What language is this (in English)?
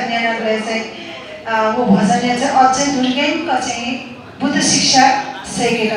Newari